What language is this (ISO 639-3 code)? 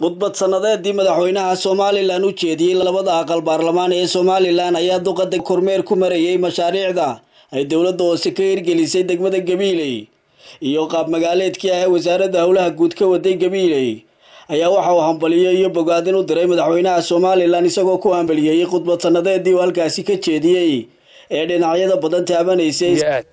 som